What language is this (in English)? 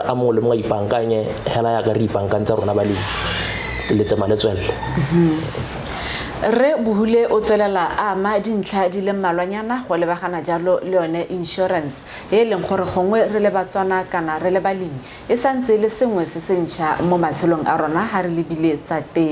Tswana